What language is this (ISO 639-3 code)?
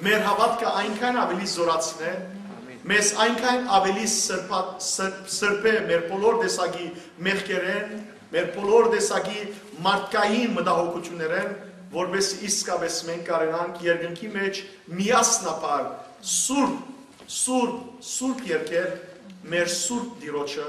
hyw